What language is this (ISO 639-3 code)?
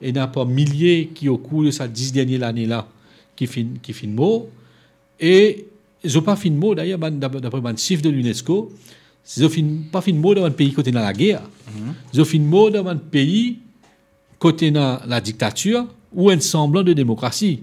mfe